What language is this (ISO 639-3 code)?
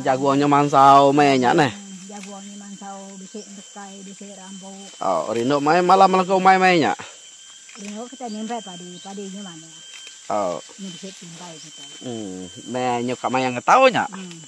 iba